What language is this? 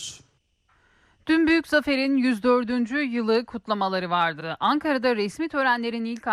Turkish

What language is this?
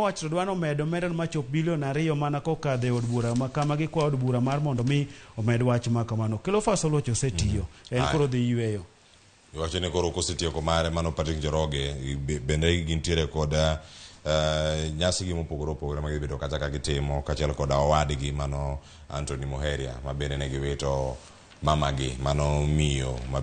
Luo (Kenya and Tanzania)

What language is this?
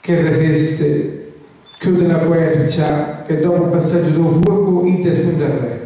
Sicilian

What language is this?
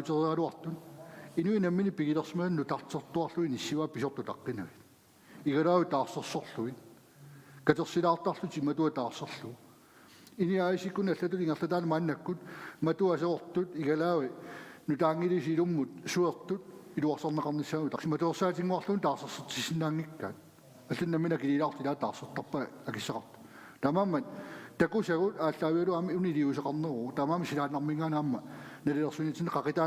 Kalaallisut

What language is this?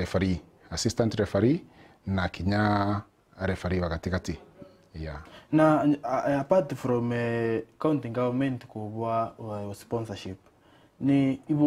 Meru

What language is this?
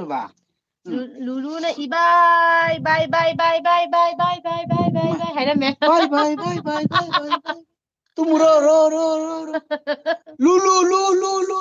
Manipuri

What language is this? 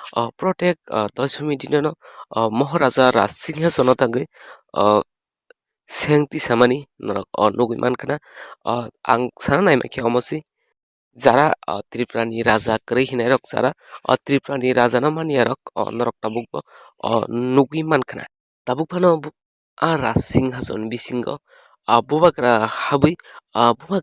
Kok Borok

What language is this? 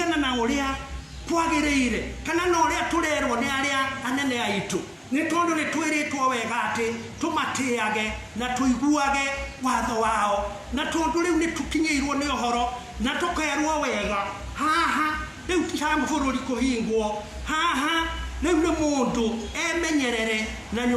Kikuyu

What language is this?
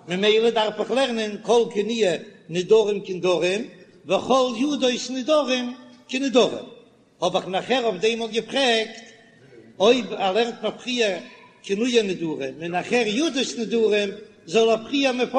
Yiddish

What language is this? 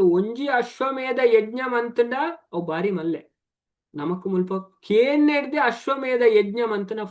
Tulu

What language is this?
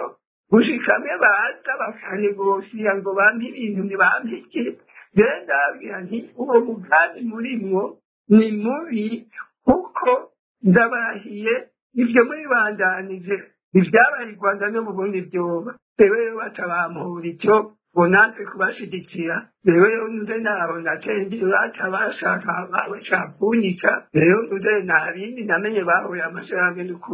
Rundi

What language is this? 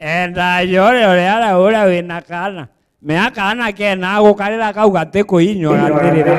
Meru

